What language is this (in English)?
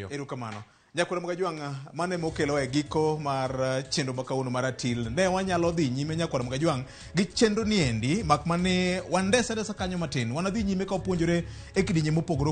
Luo (Kenya and Tanzania)